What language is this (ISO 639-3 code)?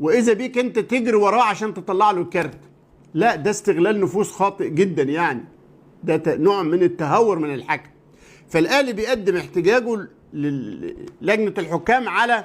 arz